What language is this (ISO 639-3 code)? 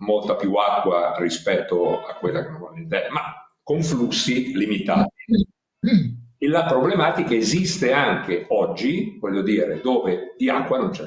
ita